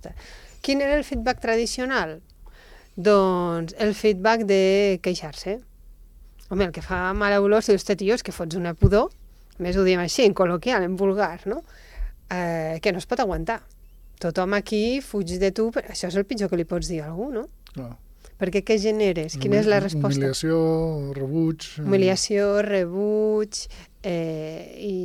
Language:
Catalan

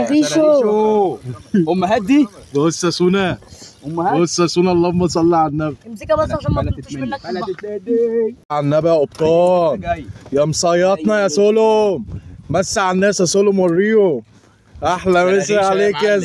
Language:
Egyptian Arabic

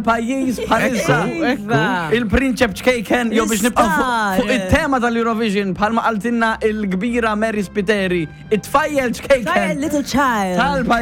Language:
Maltese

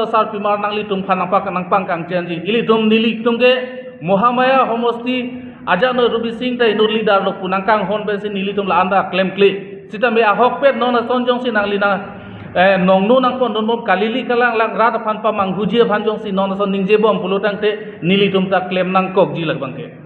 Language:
Karbi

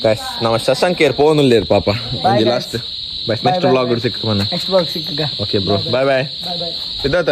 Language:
Tulu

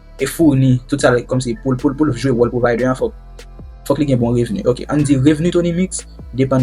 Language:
Haitian Creole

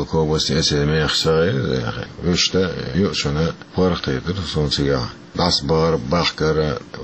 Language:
Chechen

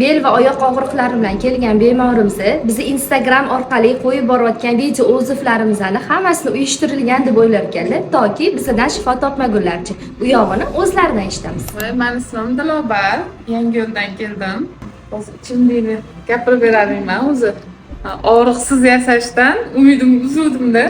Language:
Uzbek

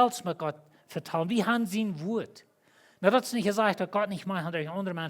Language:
Plautdietsch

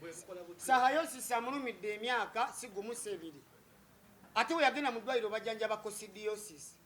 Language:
Ganda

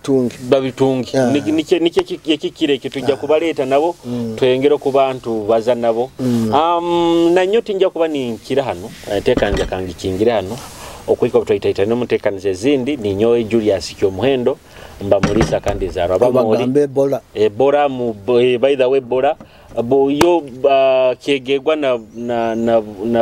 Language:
Nyoro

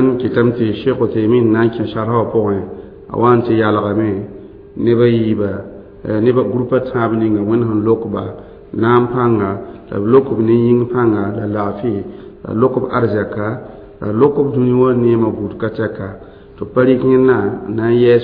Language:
Mossi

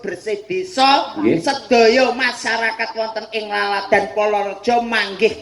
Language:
Javanese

